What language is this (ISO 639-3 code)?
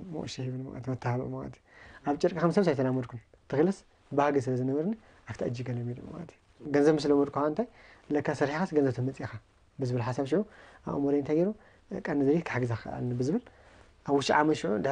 tir